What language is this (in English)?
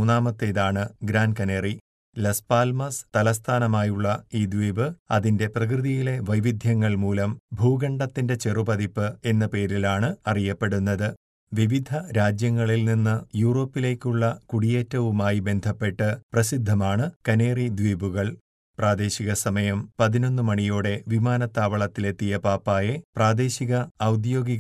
Malayalam